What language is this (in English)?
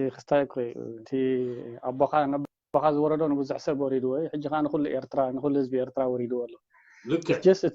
Tigrinya